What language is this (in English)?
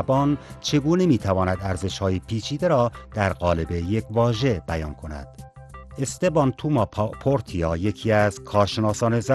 Persian